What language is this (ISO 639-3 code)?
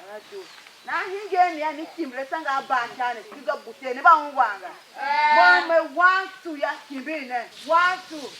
tiv